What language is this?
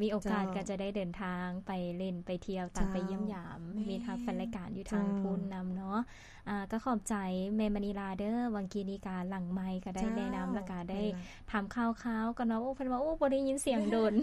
Lao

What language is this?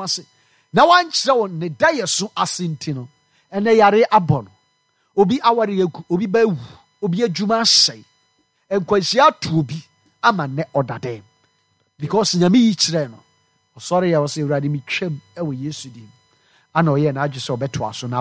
Akan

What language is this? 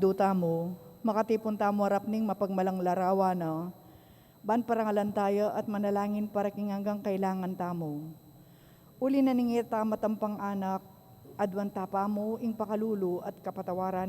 Pampanga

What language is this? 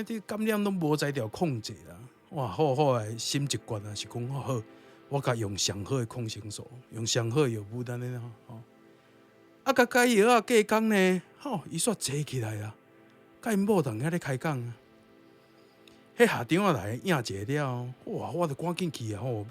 Min Nan Chinese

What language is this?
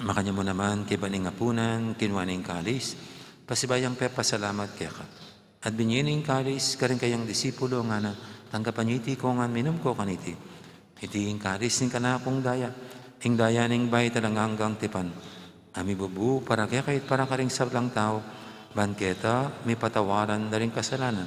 Pampanga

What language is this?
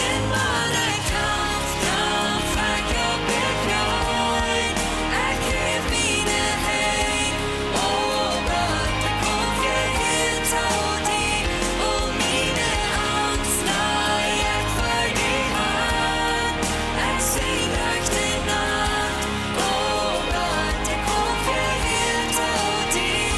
Plautdietsch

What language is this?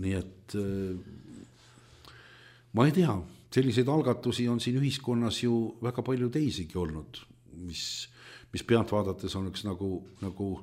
Estonian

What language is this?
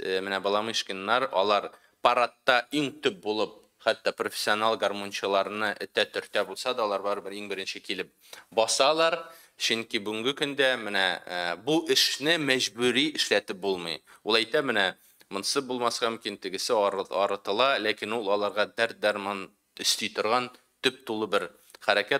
Tatar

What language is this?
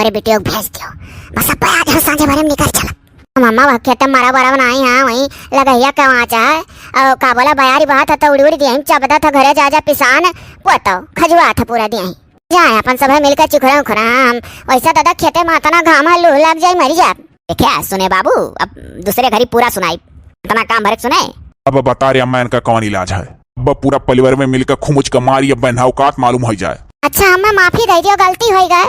Awadhi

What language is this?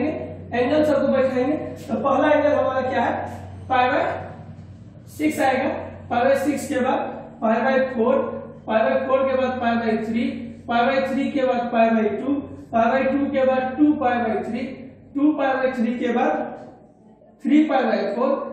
Hindi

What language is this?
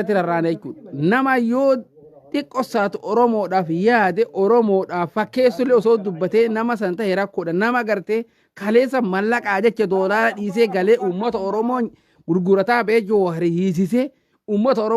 Oromo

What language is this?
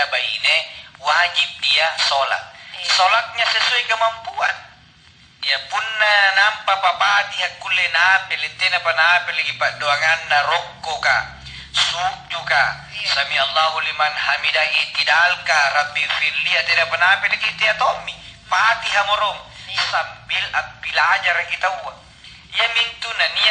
Makasar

